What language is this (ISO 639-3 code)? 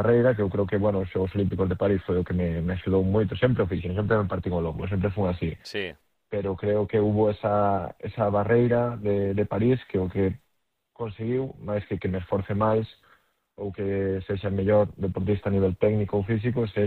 glg